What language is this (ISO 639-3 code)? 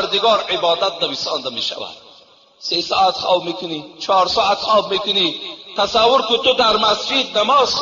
tgk